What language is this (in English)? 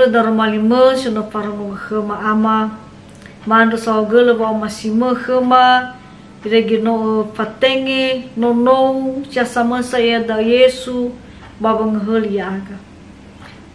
Nias